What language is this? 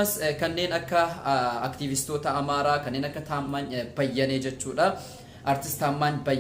Oromo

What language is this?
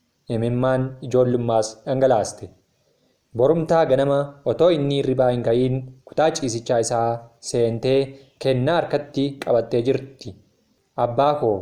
Oromo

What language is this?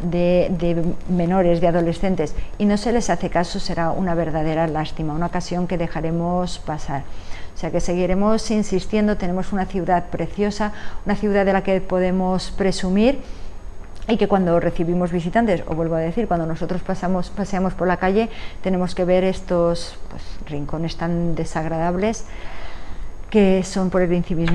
Spanish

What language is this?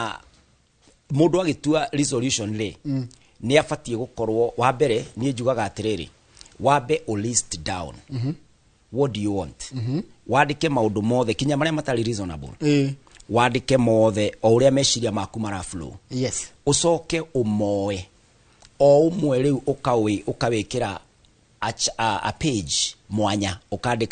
Kikuyu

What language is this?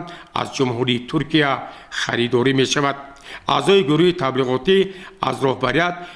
Tajik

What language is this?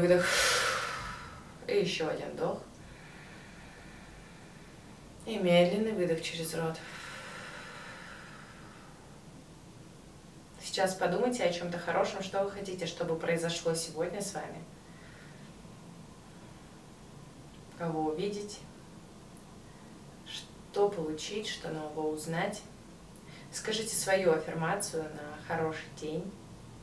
Russian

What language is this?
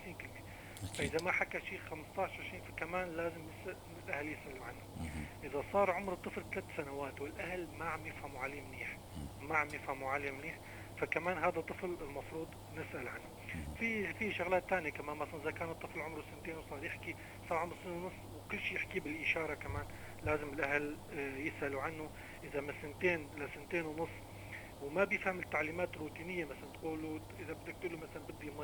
North Levantine Arabic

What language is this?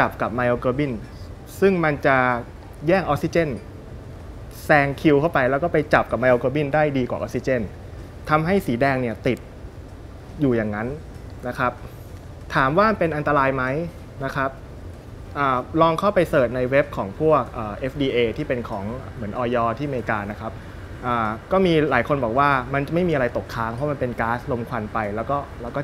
Thai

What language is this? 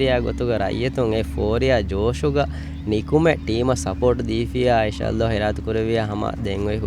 Divehi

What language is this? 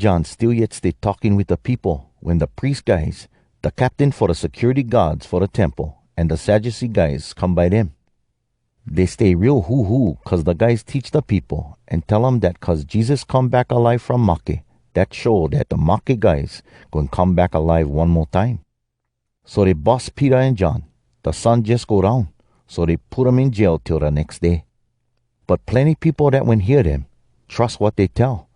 Hawai'i Creole English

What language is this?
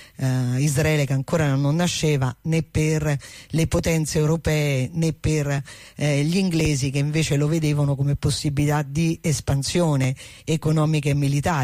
Italian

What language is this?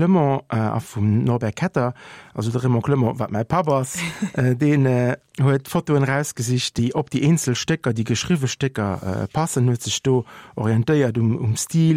Luxembourgish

